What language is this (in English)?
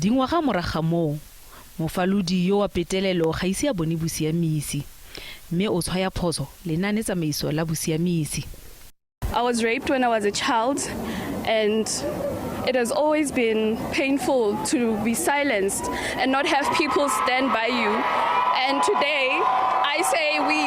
Tswana